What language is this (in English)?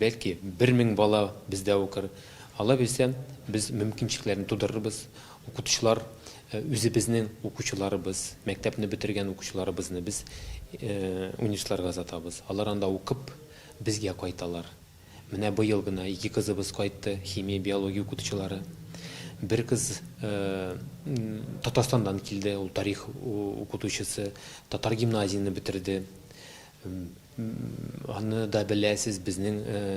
Tatar